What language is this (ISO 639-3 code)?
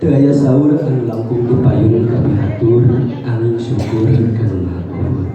sun